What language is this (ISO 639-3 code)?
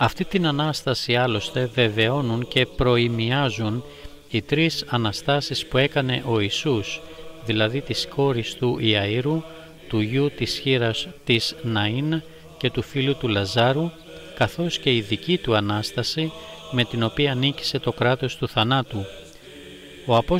ell